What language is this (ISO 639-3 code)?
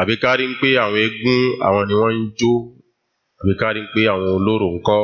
yor